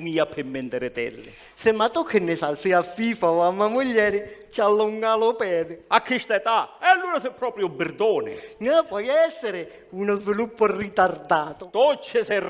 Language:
Sicilian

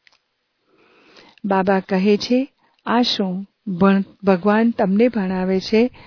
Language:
Gujarati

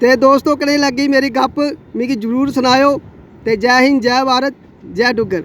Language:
Dogri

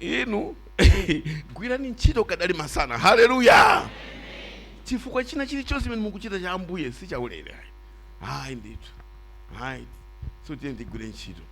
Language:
Nyanja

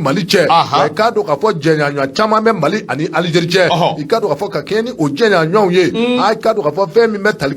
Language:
Bambara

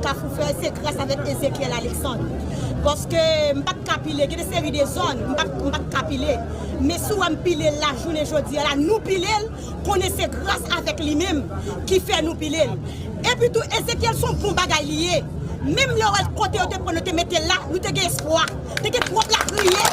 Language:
Haitian Creole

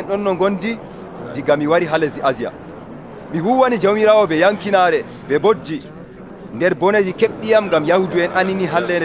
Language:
Nigerian Fulfulde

